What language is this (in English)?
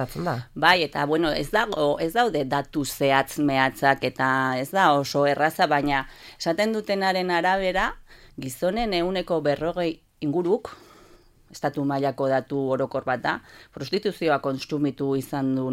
Basque